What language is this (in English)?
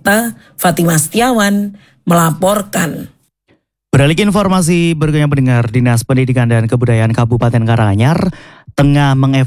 Indonesian